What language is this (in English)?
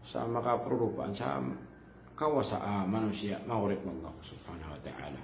Maranao